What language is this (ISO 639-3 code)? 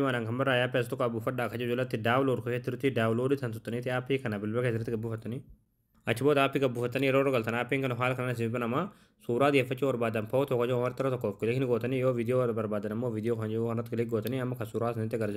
orm